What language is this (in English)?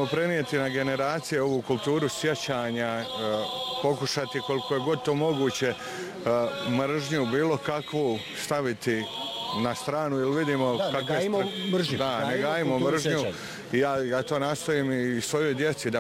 Bosnian